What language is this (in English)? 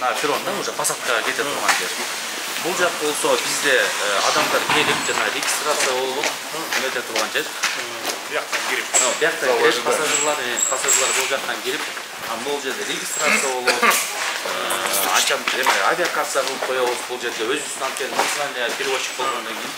Kyrgyz